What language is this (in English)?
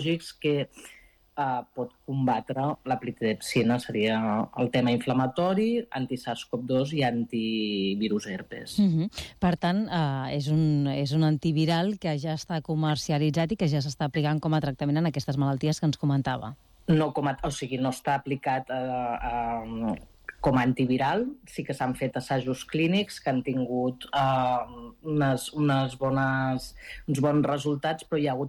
Catalan